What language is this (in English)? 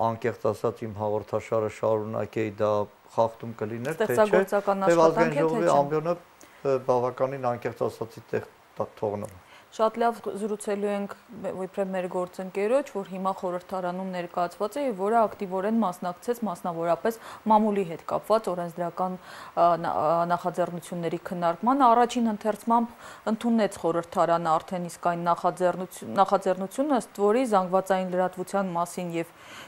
Armenian